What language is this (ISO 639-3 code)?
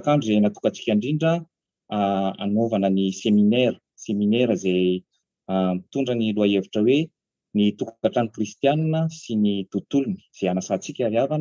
mlg